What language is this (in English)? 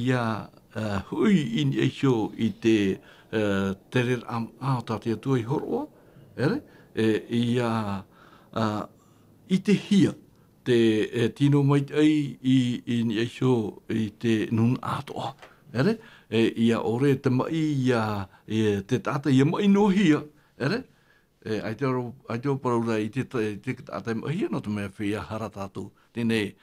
Tahitian